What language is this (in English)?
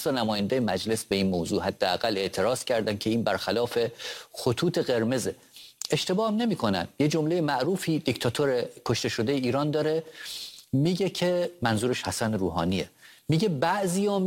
Persian